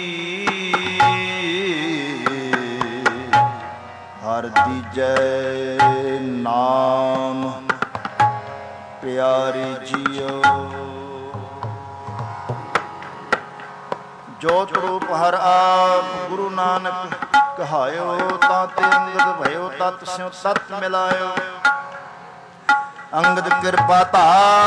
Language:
Punjabi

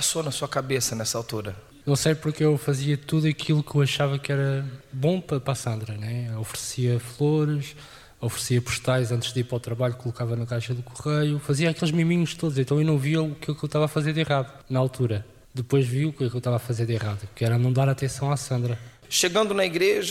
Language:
Portuguese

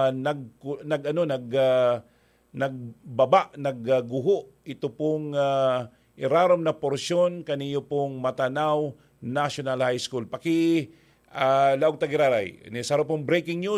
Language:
Bikol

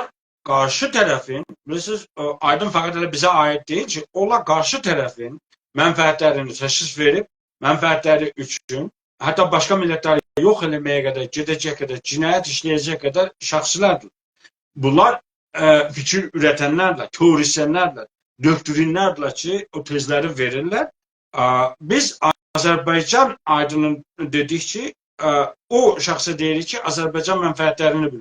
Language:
South Azerbaijani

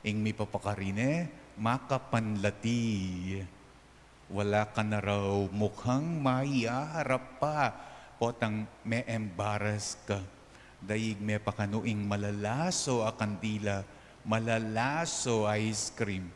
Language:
Pampanga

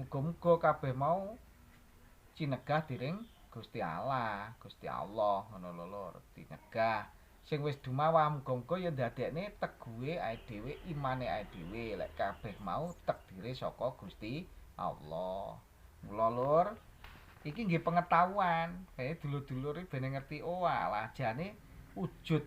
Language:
Javanese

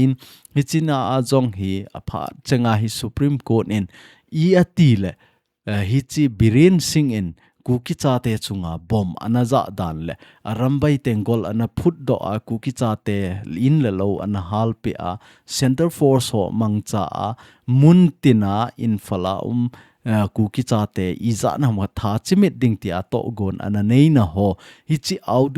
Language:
Thado Chin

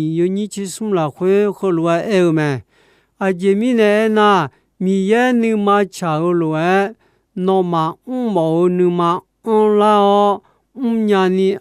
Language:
Akha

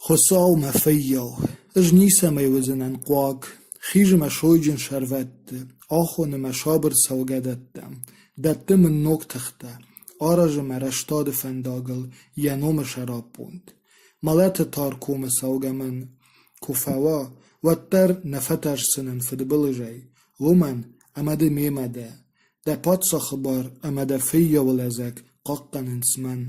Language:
Ossetic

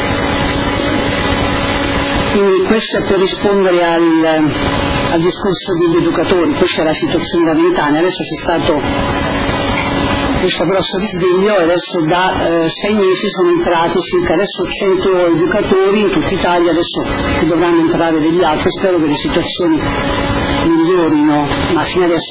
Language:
Italian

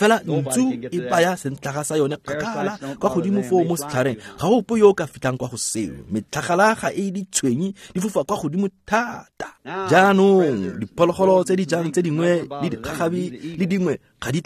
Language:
Tswana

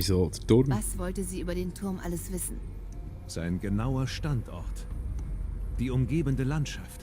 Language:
Swiss German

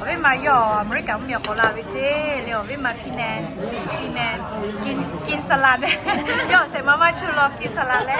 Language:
Lahu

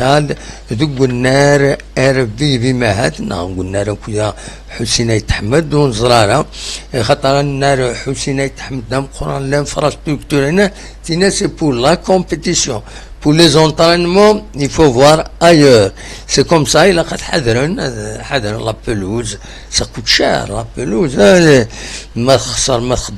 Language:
Kabyle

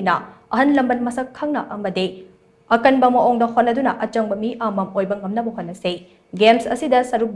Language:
Manipuri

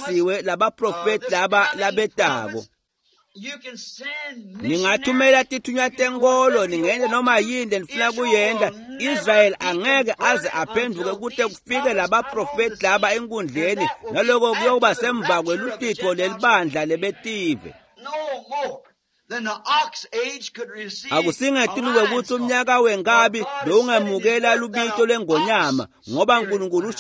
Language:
Swati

